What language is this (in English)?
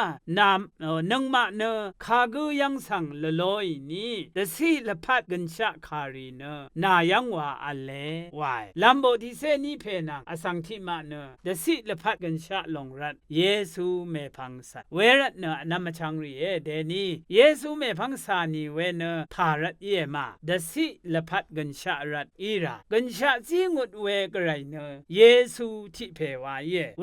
Rawang